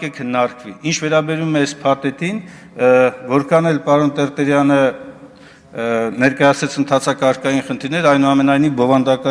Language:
Armenian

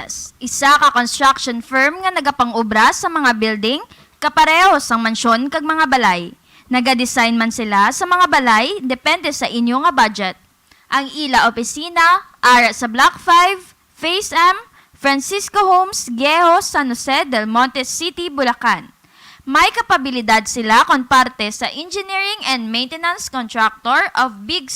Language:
Hiligaynon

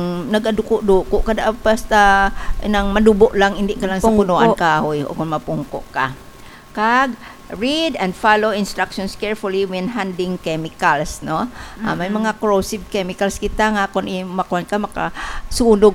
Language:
Hiligaynon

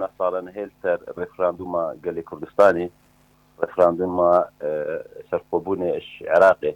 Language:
Kurdish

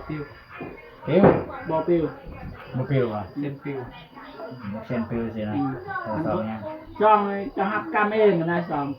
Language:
Northeastern Thai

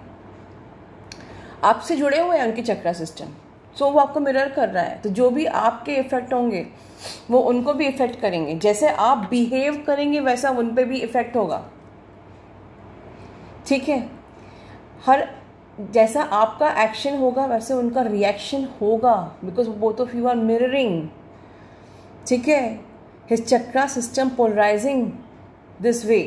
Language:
Hindi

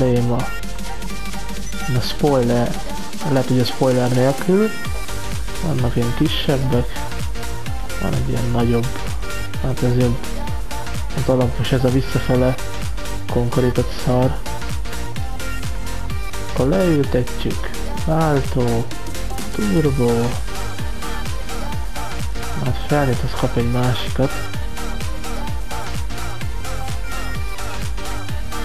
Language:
Hungarian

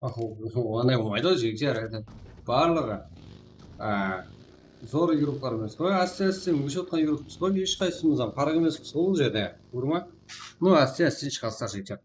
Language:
Kara-Kalpak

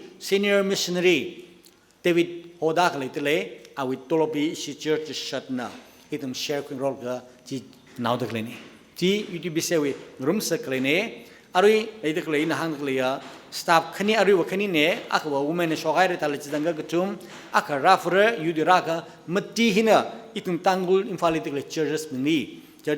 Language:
Tangkhul Naga (India)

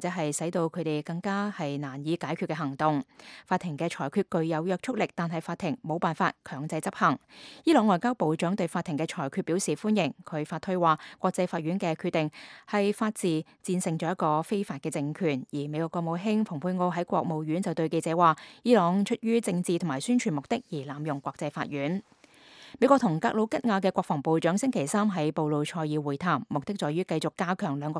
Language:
Cantonese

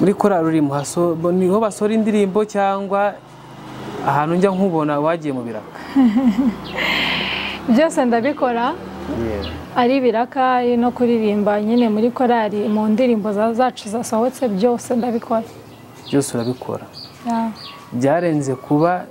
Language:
Kinyarwanda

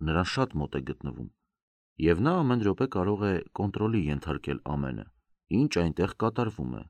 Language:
Armenian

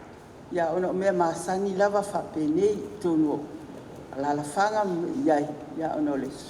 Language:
Samoan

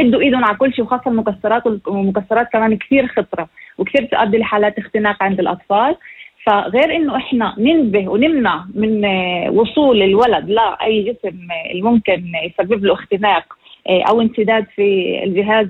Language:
North Levantine Arabic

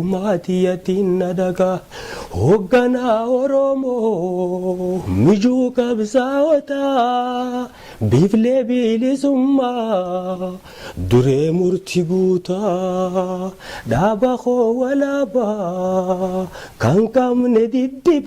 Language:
Oromo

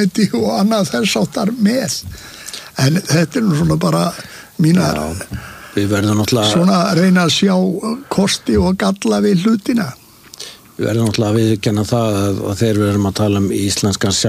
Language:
Icelandic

